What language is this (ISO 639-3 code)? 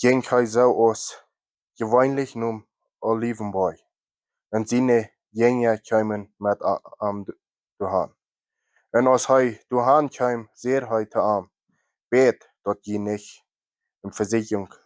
pdt